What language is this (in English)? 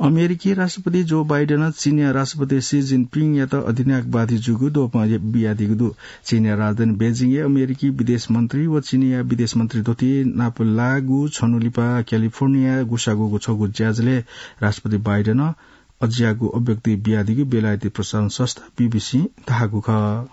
Newari